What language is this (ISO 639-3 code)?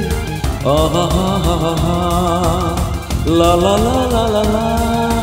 kan